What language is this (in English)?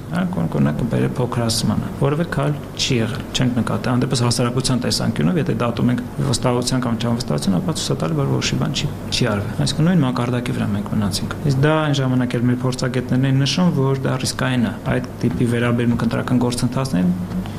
Armenian